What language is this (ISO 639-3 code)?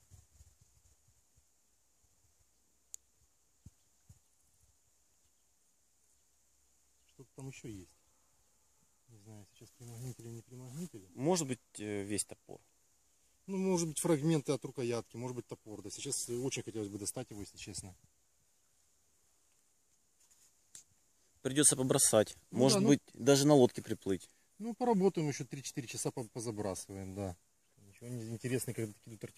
rus